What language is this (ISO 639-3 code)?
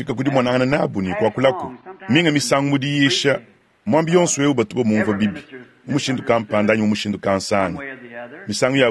lua